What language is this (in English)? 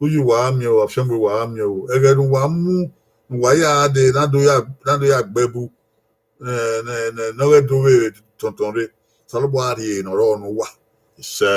Bini